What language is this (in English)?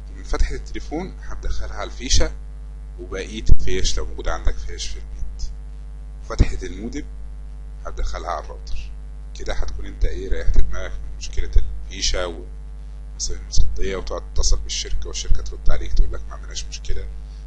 Egyptian Arabic